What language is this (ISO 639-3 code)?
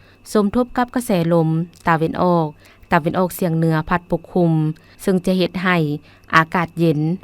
lao